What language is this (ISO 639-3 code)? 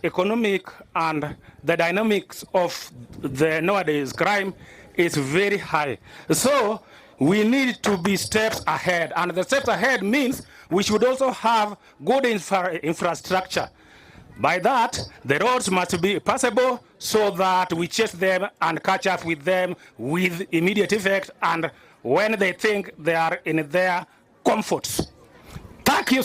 guz